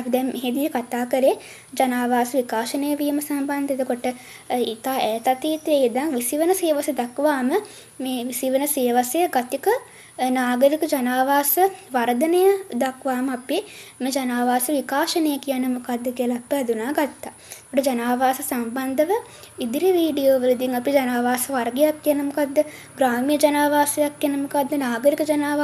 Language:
Sinhala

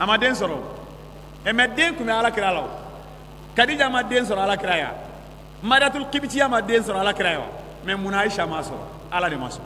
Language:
Bambara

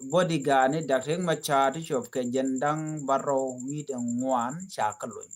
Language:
Nuer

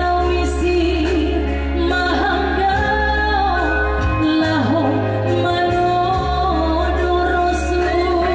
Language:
Batak Simalungun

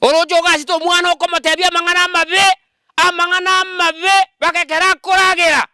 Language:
Gusii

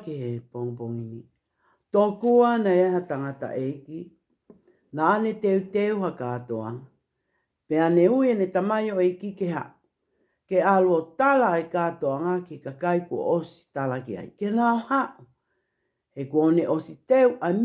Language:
Tongan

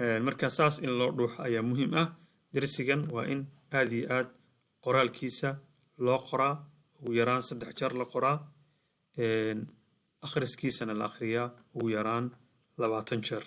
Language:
Somali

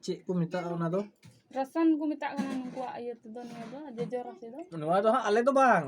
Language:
Santali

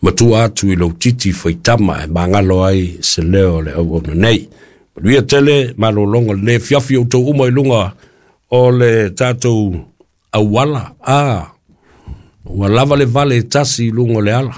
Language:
Samoan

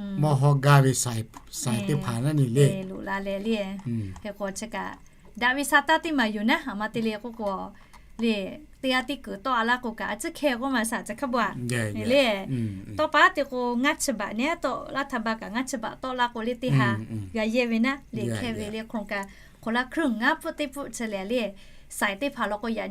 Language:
Lahu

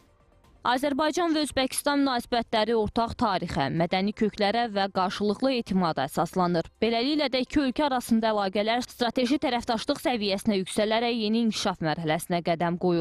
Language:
Azerbaijani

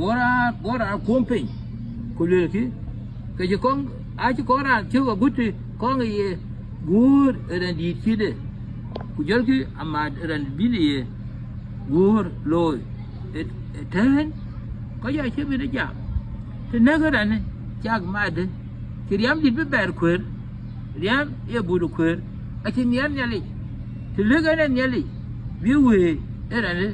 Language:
Dinka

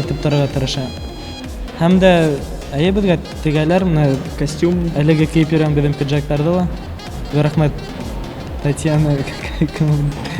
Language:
Bashkir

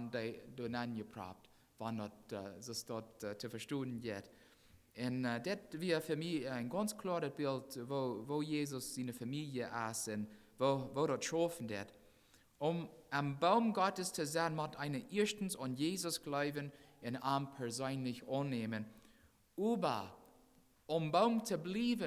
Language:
Plautdietsch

